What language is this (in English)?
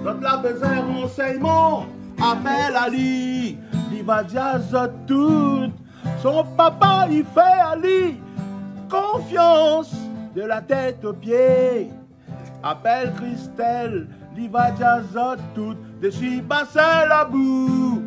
Réunion Creole French